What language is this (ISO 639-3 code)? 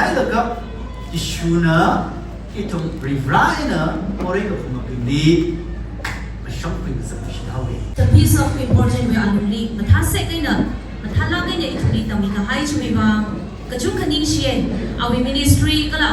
nmf